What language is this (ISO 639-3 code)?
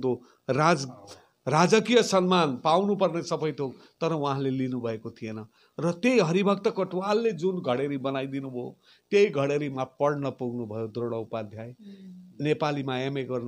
nep